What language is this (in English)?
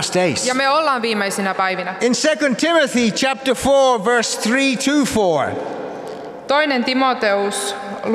Finnish